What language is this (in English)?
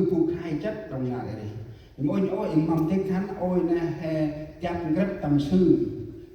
Central Mnong